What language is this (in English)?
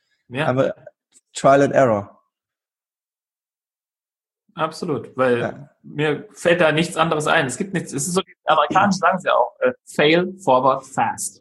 German